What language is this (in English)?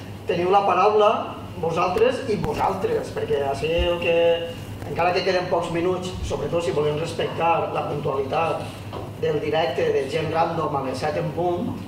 Catalan